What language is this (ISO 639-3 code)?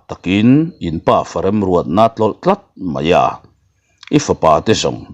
lus